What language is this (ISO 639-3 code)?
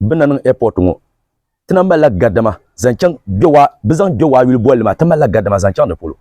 dag